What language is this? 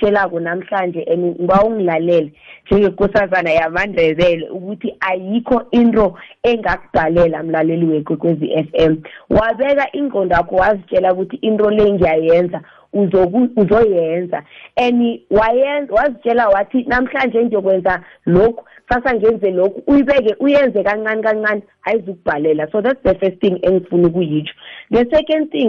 South Ndebele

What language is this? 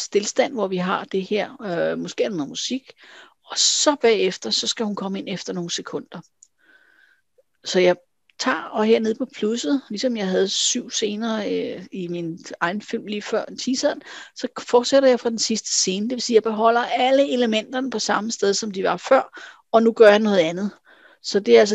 Danish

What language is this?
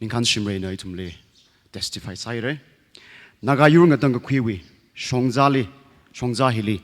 Tangkhul Naga (India)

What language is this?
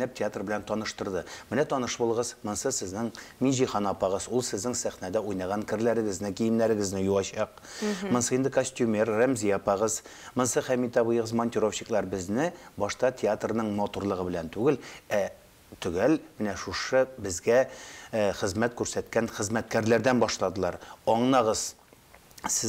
Tatar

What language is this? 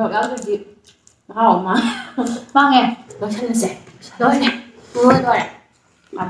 Manipuri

